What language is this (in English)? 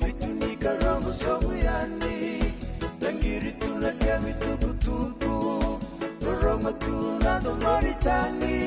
Fijian